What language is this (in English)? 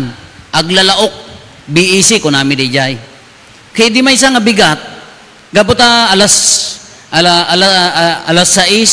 Iloko